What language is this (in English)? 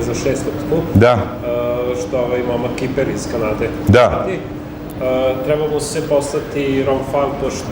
Bosnian